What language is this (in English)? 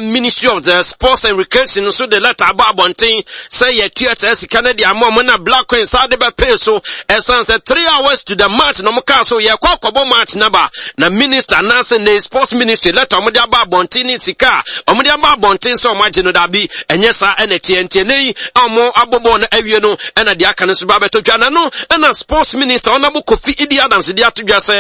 Akan